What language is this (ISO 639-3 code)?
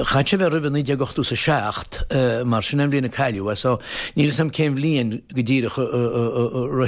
gle